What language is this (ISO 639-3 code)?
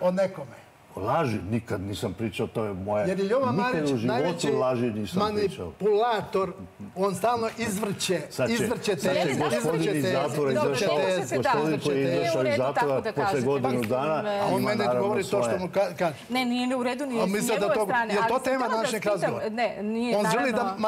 srp